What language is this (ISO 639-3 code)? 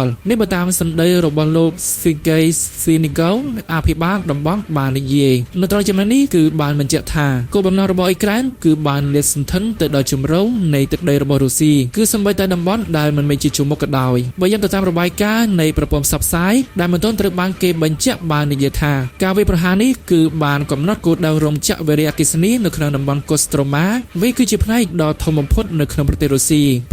khm